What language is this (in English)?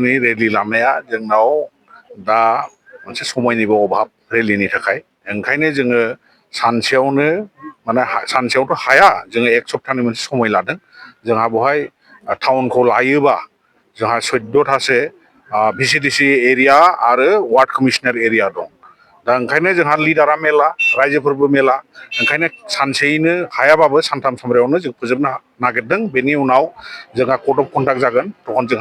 Bodo